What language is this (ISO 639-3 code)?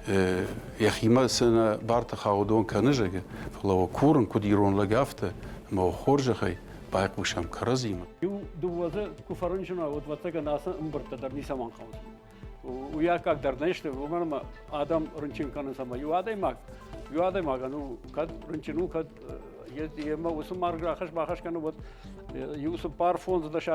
oss